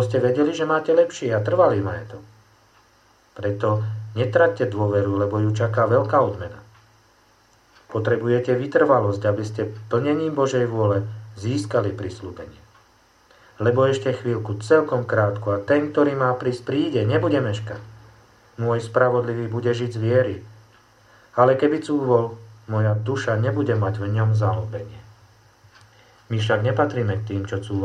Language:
Slovak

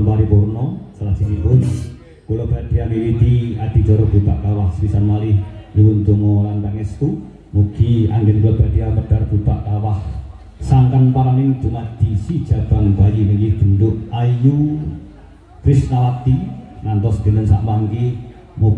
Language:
Javanese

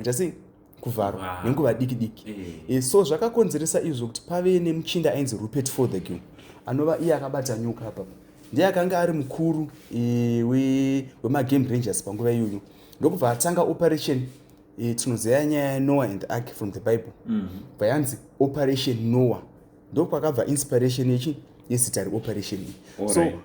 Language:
Shona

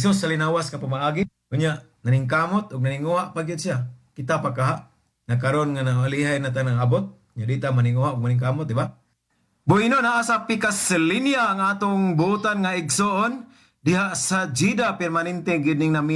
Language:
Cebuano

